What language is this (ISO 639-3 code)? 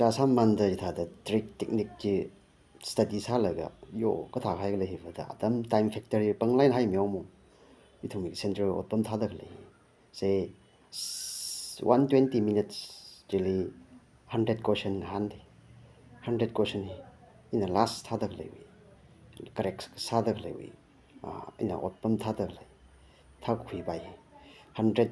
nmf